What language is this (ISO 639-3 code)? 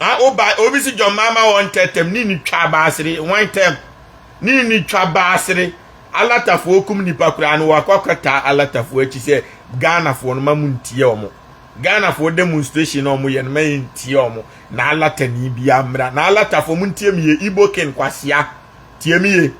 aka